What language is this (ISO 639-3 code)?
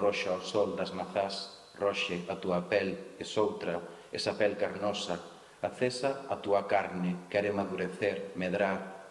glg